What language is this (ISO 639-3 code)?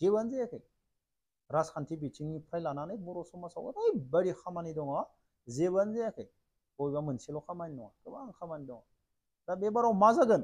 brx